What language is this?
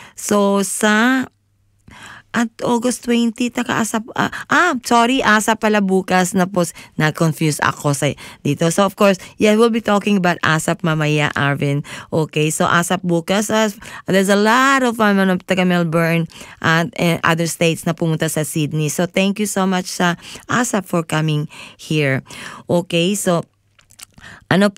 Filipino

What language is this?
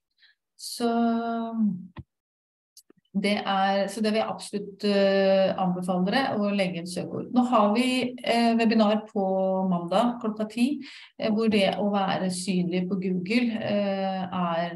Norwegian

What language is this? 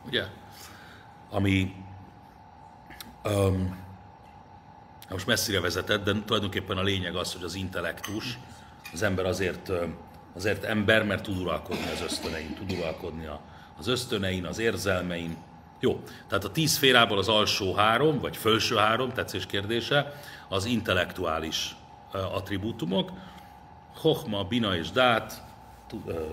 Hungarian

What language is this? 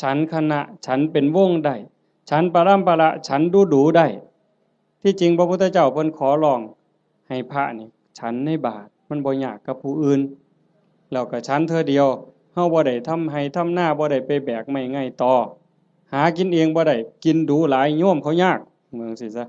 Northeastern Thai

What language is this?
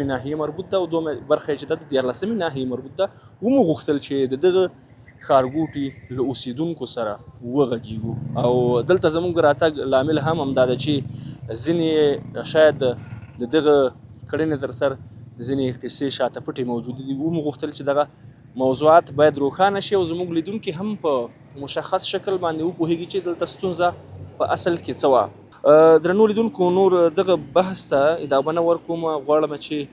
Pashto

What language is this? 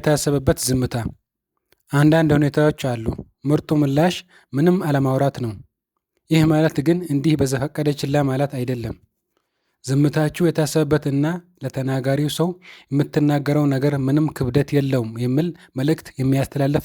Amharic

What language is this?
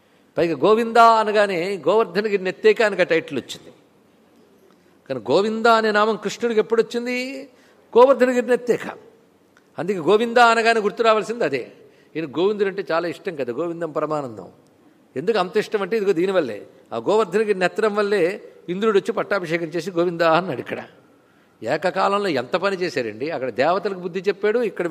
Telugu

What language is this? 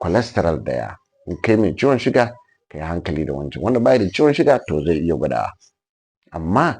Hausa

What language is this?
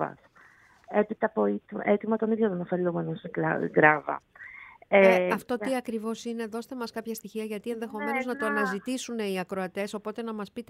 Greek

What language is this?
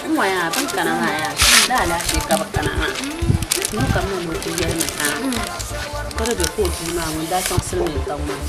Dagbani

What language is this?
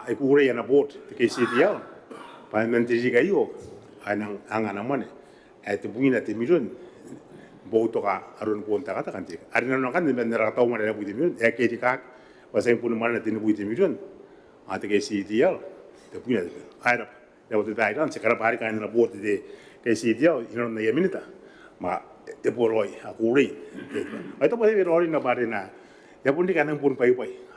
Gilbertese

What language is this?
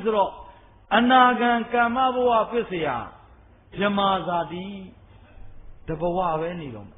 Burmese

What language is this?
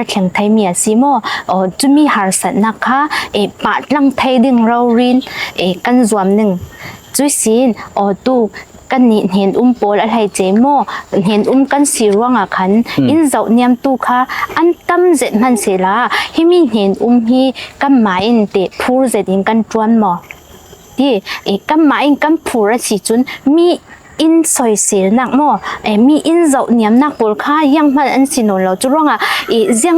Falam Chin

